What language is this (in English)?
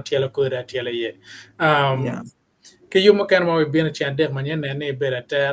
Acoli